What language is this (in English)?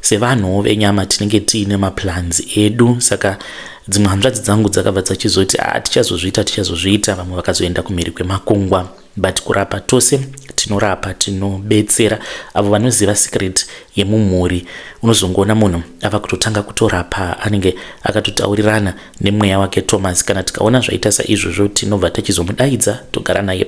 Shona